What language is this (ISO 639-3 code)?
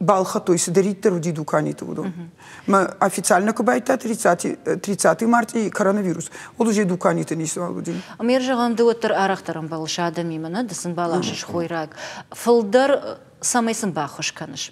oss